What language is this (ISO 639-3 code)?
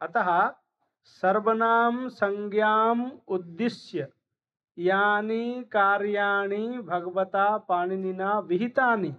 san